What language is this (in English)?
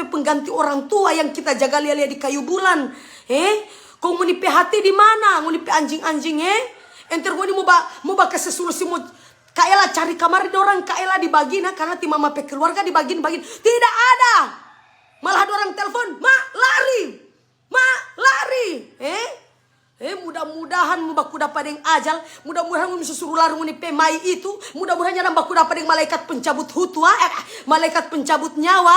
Manado Malay